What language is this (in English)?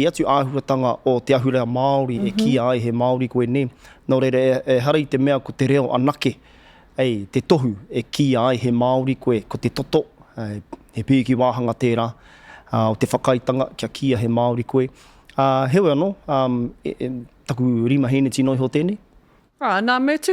Māori